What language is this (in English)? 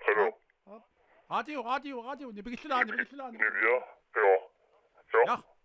Kalaallisut